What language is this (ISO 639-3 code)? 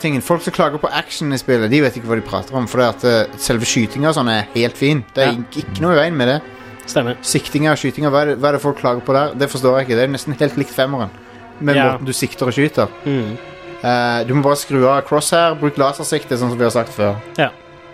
nor